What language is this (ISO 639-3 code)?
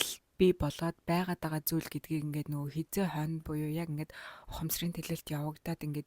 mon